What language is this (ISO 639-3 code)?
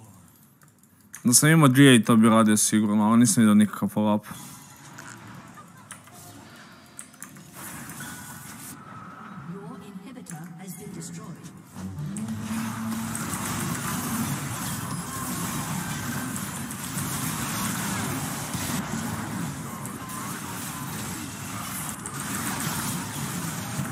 hrv